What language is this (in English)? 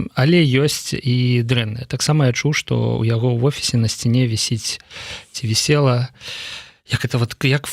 Belarusian